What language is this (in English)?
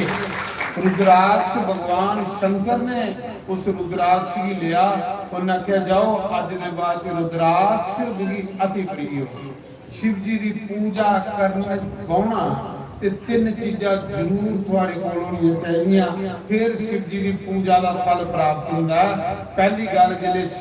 Dogri